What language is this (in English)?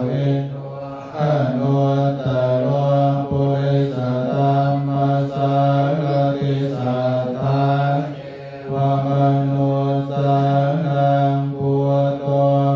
Pali